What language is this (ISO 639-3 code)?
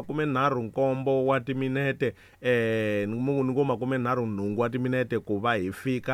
tso